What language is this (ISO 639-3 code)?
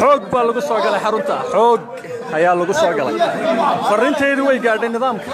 som